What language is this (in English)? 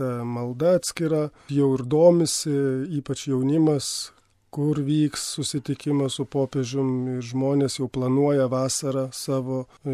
Lithuanian